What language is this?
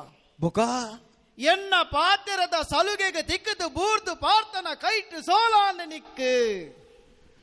Tulu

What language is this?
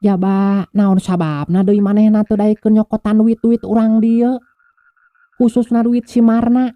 Sundanese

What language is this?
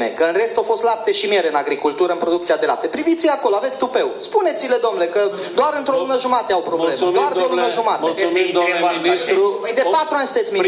Romanian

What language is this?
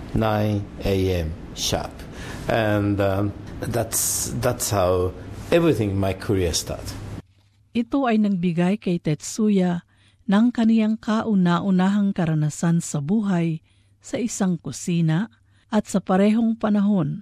Filipino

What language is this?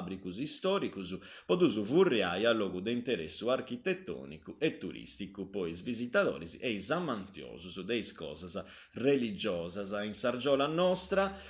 Sardinian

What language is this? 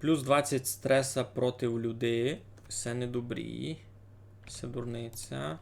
Rusyn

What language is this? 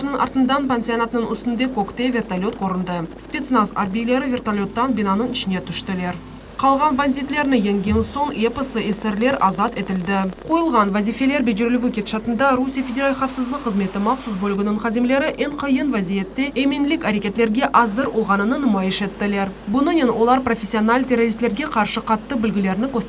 Crimean Tatar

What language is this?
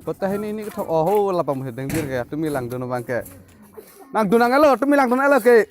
Karbi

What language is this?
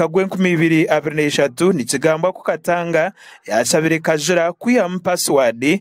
Nyankole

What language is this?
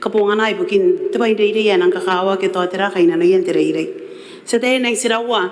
Gilbertese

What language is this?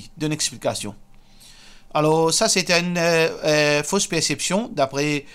Morisyen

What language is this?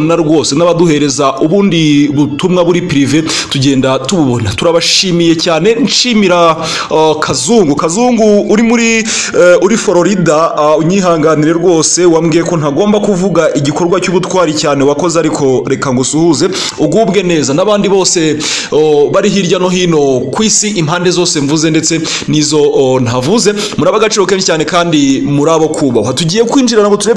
Kinyarwanda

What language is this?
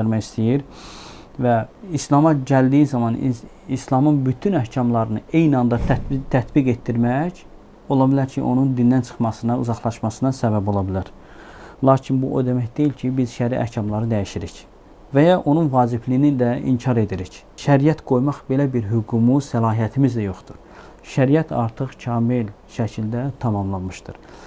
Azerbaijani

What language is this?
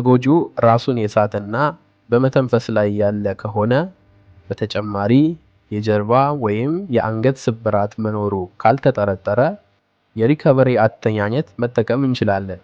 Amharic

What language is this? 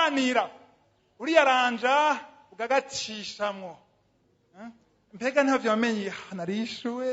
Rundi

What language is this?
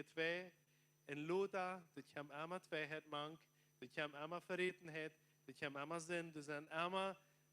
Plautdietsch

